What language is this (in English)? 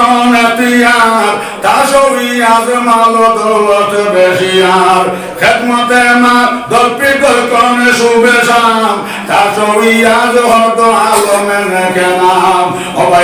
Sylheti